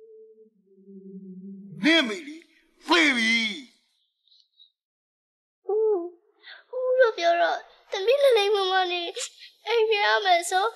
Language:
Burmese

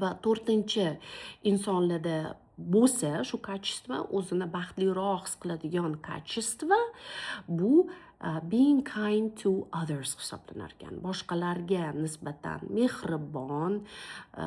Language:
Uzbek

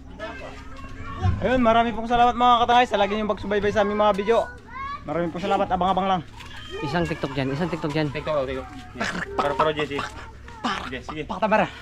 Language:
Filipino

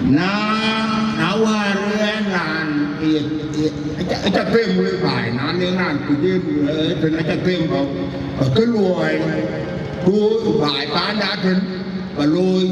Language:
Dinka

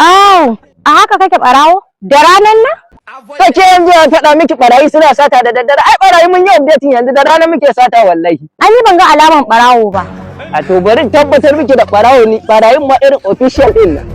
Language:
Hausa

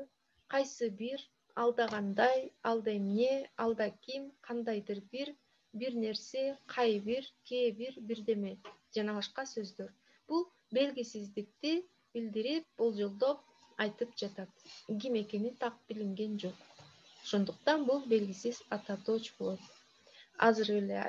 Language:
Kyrgyz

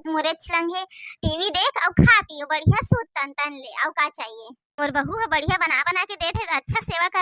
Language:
Chhattisgarhi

